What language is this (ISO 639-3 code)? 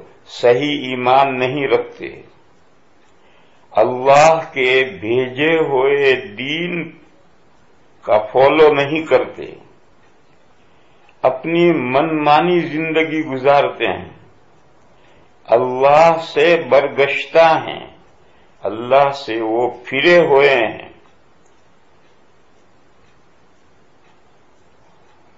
urd